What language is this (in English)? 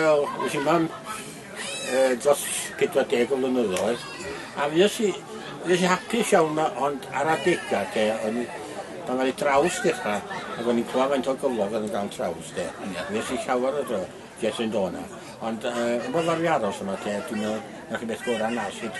Welsh